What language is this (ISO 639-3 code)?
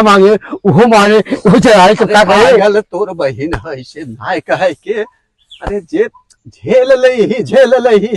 awa